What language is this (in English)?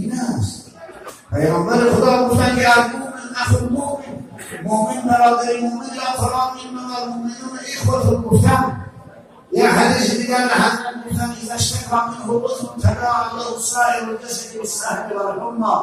Tajik